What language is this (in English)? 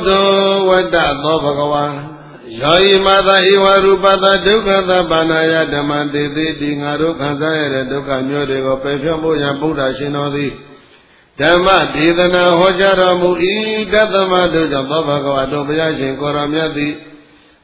Burmese